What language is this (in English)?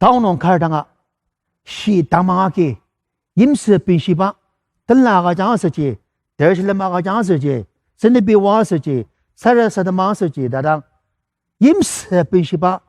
Ao Naga